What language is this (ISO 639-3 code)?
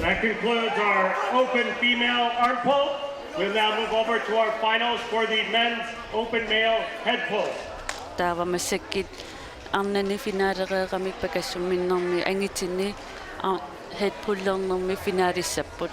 kal